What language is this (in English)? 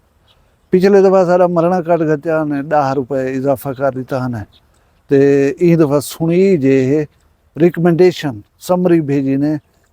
Saraiki